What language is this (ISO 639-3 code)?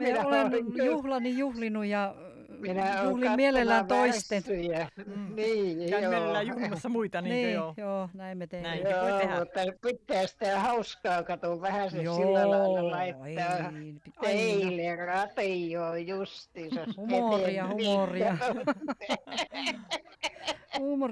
fin